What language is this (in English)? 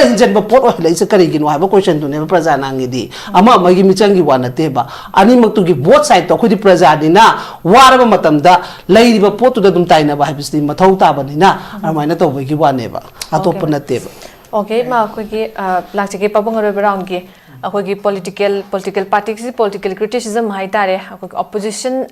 Manipuri